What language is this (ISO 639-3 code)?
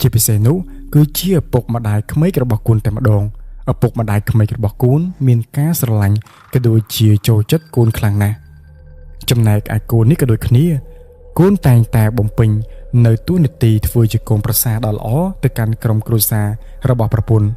khm